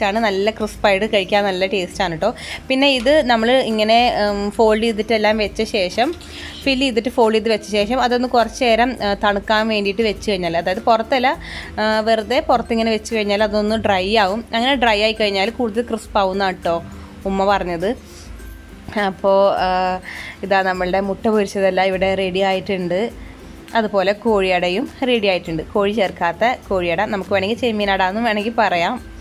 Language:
Malayalam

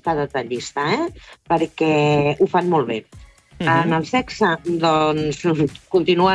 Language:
Catalan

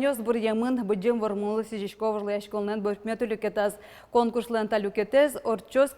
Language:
Udmurt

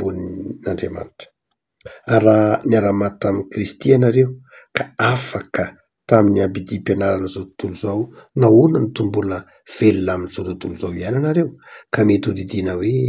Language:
Malagasy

